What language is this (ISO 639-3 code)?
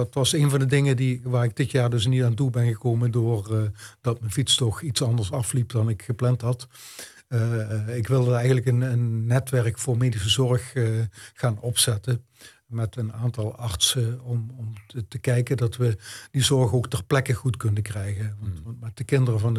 nld